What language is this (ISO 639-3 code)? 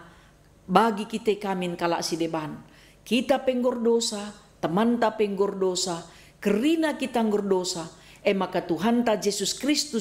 btx